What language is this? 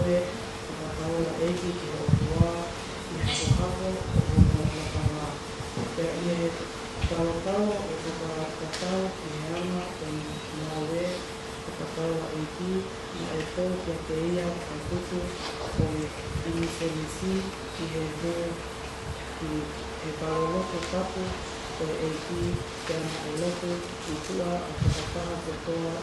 Tongan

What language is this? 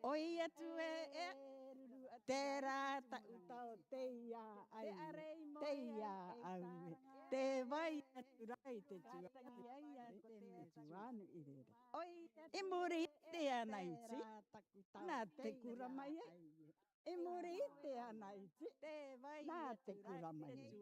Rarotongan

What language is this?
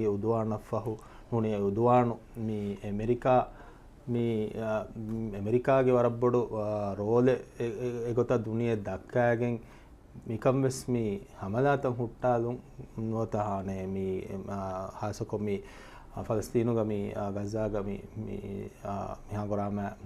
Divehi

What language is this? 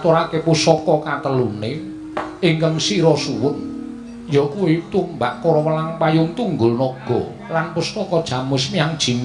Javanese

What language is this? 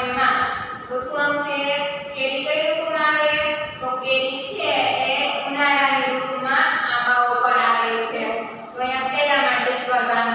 Gujarati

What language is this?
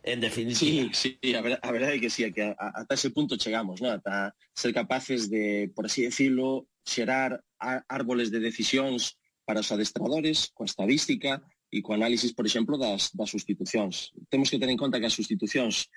Galician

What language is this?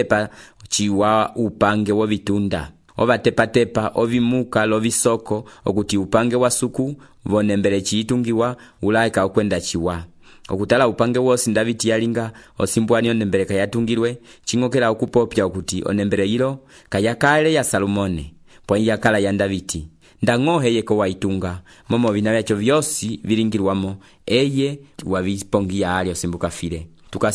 Umbundu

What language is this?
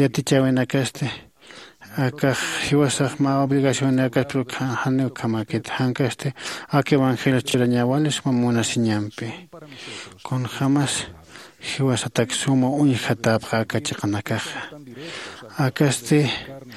Aymara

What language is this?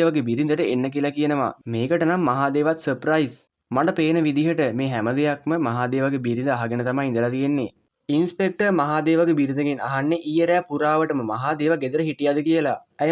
Sinhala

